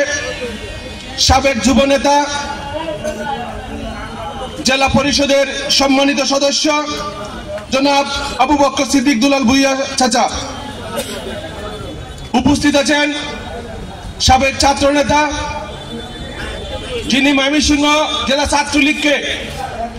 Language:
Bangla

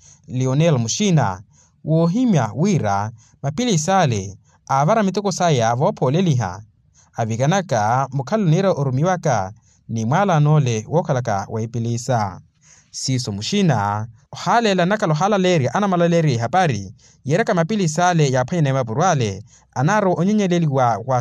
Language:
Makhuwa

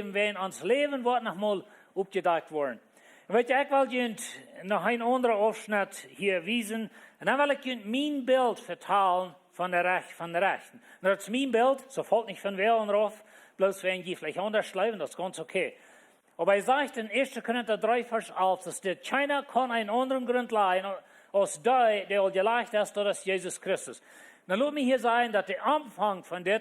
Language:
Plautdietsch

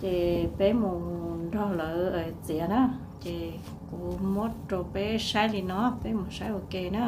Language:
Hmong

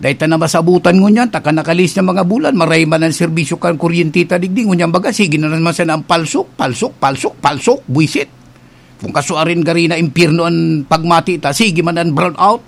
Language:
Bikol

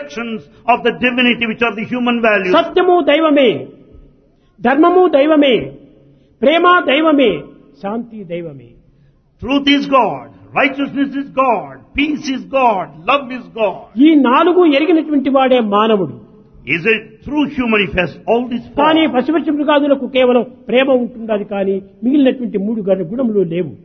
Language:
Telugu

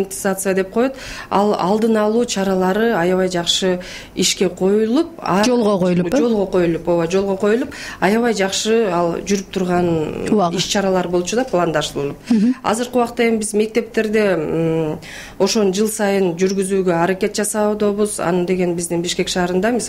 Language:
Kyrgyz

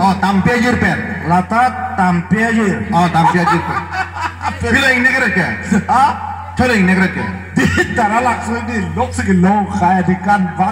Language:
Karbi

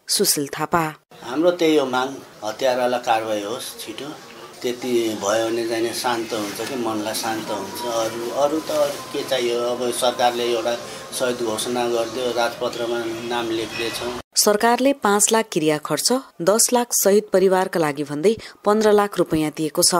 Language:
Nepali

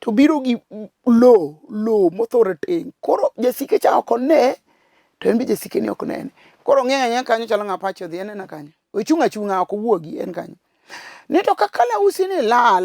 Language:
Luo (Kenya and Tanzania)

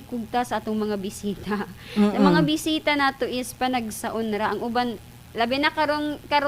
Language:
Cebuano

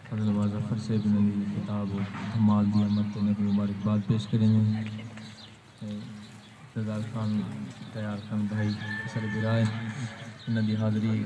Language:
Saraiki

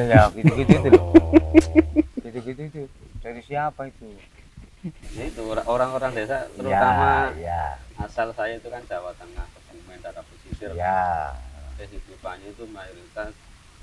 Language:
Indonesian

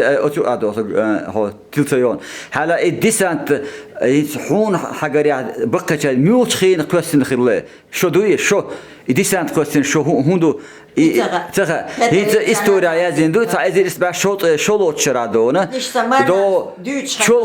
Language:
Chechen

